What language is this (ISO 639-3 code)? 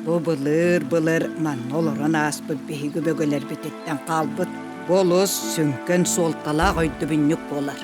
sah